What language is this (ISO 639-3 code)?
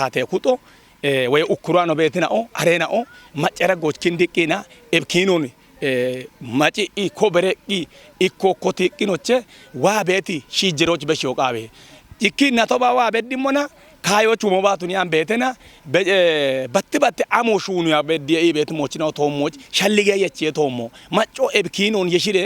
kbr